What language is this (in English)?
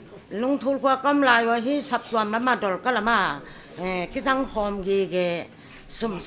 Paite Chin